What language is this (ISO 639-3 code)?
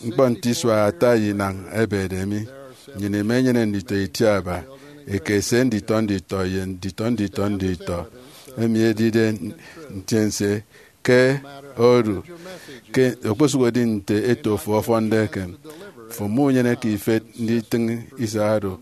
efi